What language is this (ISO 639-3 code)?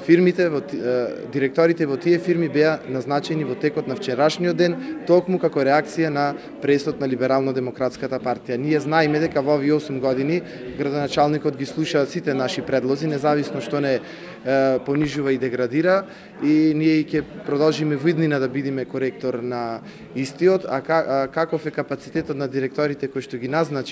mkd